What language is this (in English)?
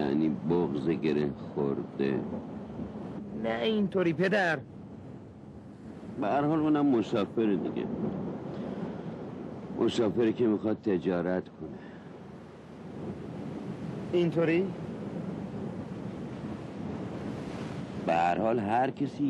Persian